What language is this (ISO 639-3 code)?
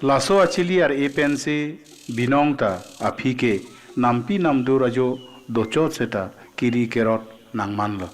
mjw